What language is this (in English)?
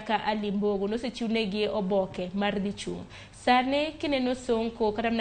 Luo (Kenya and Tanzania)